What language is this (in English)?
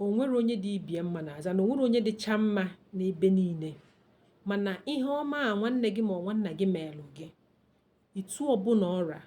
Igbo